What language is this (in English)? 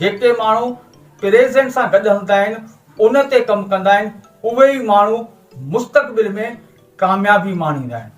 Sindhi